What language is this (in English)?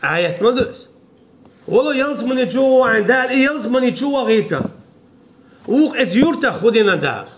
Chechen